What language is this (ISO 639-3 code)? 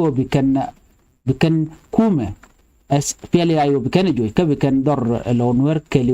nus